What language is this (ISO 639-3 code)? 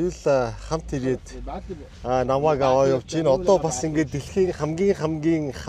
mon